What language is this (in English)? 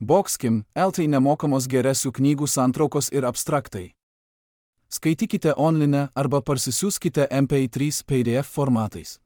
Lithuanian